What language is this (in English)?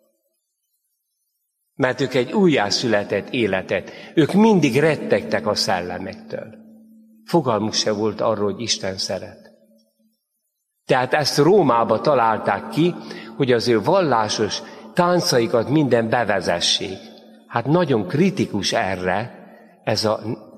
Hungarian